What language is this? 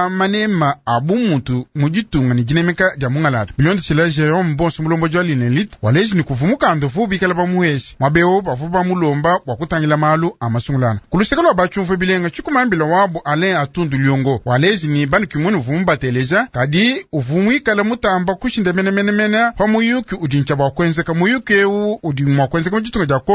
Luba-Lulua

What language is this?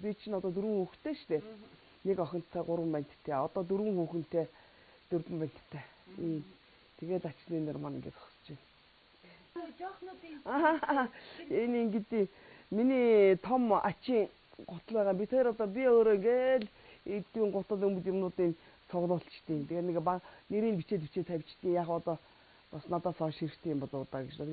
Mongolian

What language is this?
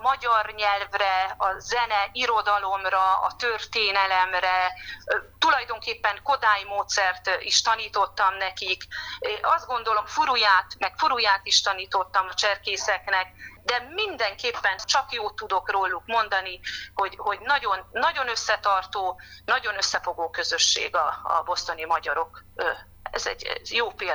Hungarian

